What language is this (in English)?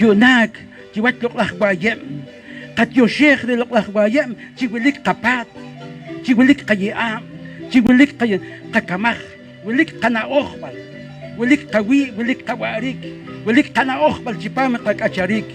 Poqomchi'